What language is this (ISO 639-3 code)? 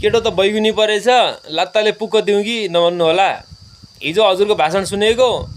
nep